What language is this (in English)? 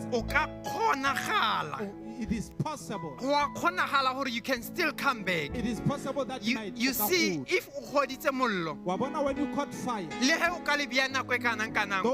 Southern Sotho